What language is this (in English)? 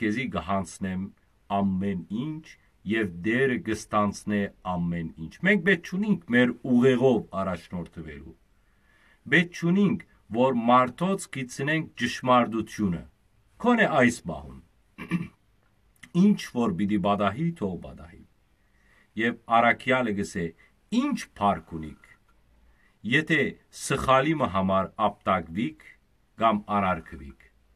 Western Armenian